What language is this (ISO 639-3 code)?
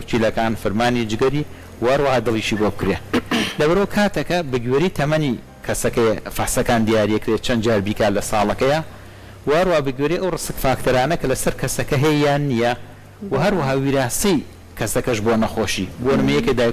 ckb